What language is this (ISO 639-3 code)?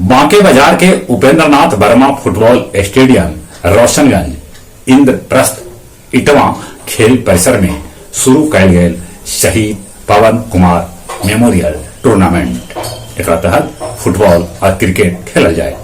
mag